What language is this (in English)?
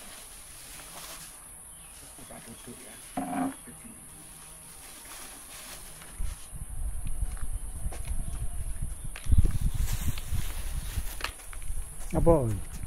Indonesian